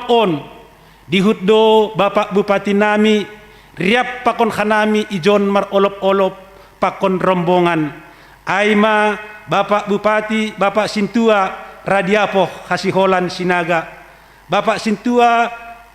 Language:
Batak Simalungun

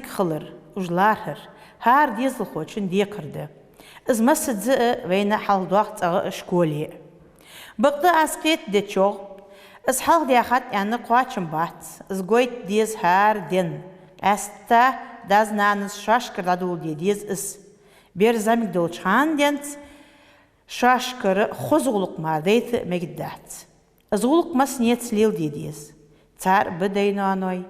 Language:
Ingush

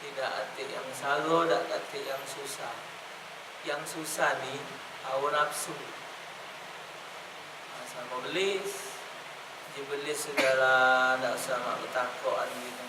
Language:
Musi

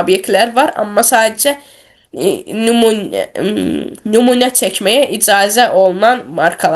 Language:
Azerbaijani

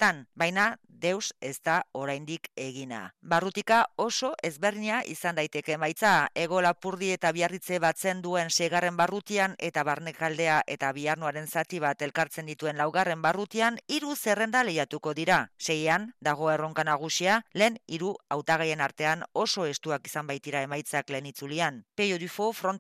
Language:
Basque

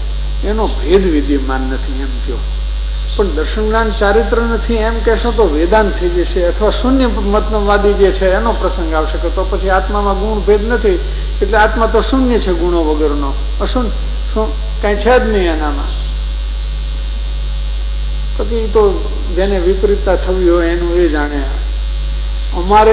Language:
Gujarati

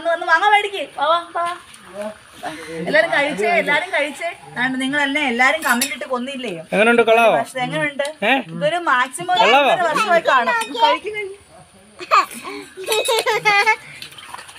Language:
Malayalam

